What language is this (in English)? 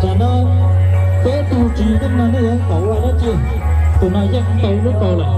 Hmong